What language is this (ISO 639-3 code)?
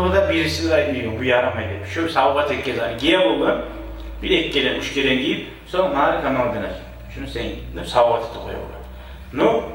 kum